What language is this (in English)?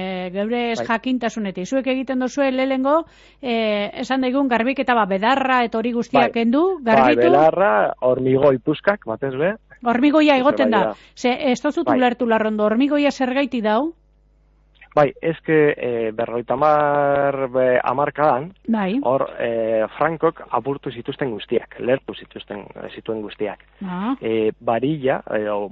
Basque